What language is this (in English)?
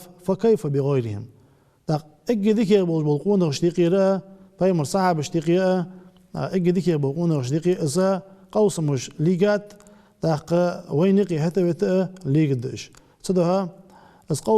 Ingush